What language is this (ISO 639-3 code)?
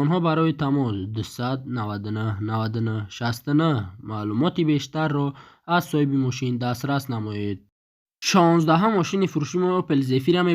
tgk